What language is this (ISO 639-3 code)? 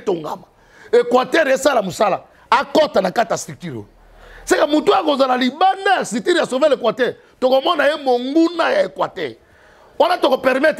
lin